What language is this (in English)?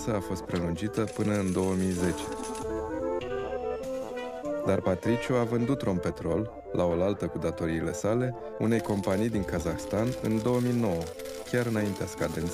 Romanian